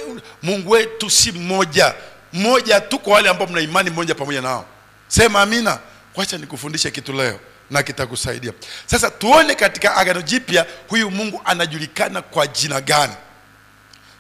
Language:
Swahili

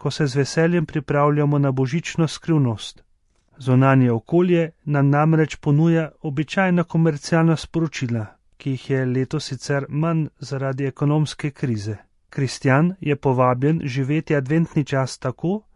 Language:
Slovenian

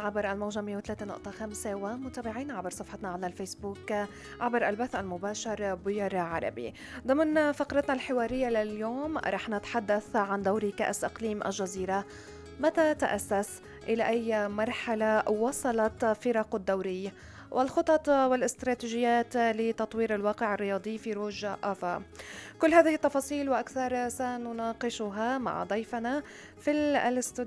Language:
North Levantine Arabic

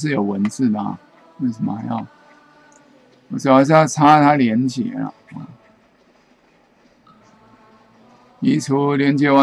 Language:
Chinese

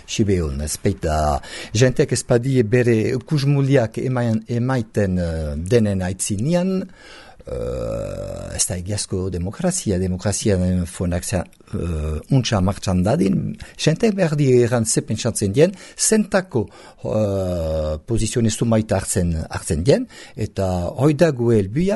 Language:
Basque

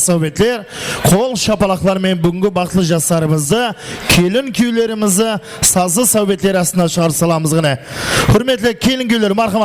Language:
Kara-Kalpak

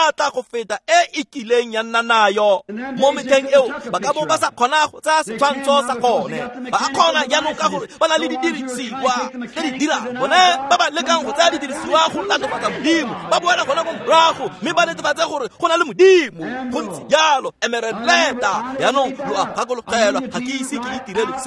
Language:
Tswana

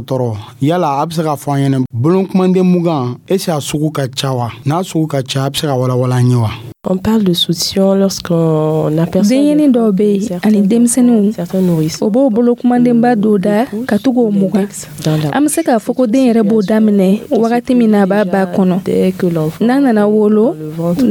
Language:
Dyula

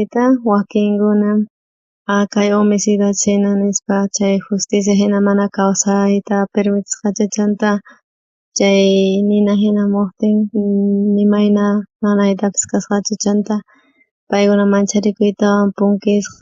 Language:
South Bolivian Quechua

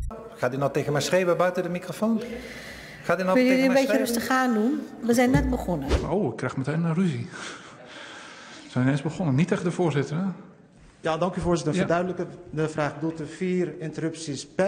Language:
Dutch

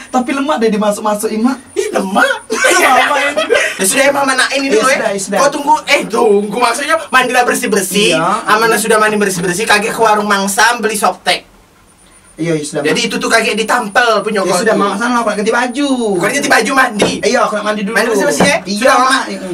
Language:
Musi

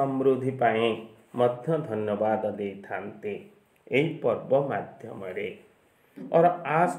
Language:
Odia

